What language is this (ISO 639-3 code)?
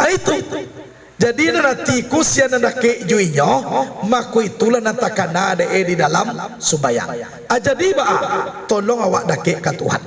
min